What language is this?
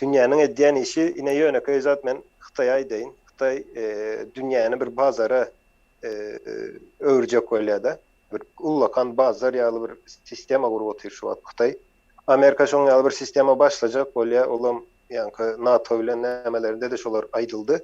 Turkmen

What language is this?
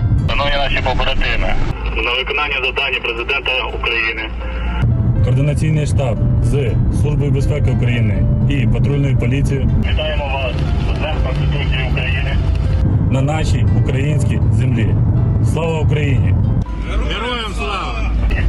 Ukrainian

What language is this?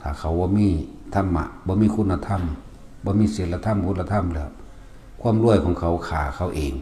Northeastern Thai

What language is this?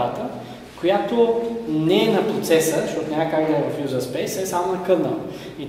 Bulgarian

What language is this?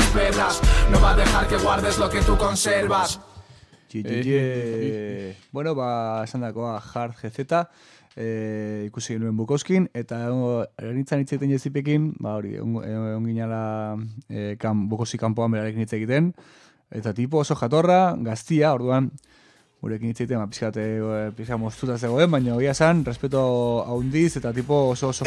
Basque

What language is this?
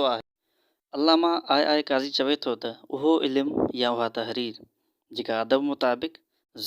Sindhi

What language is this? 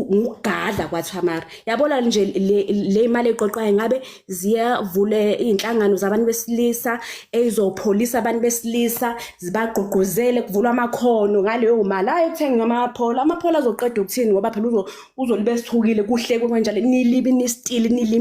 Zulu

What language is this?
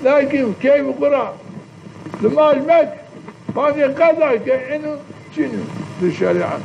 Zaza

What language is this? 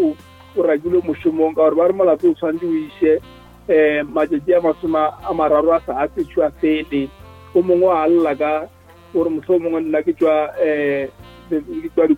Northern Sotho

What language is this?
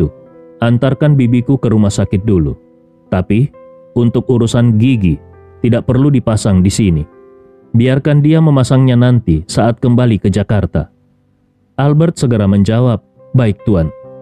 Indonesian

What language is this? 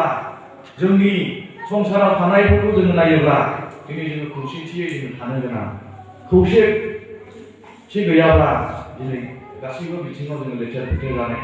Bodo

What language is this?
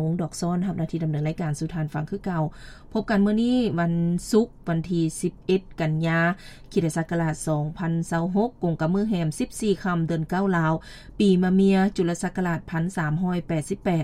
Lao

